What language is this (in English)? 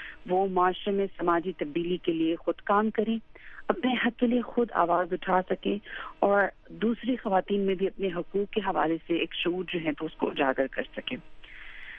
Urdu